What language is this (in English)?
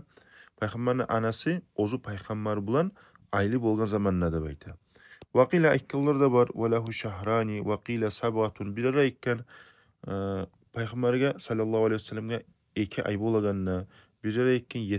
Kumyk